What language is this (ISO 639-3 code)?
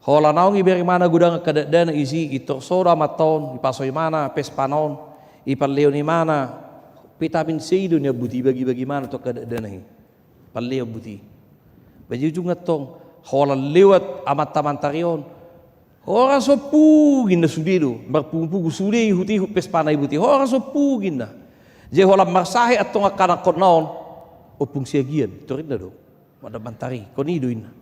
bbc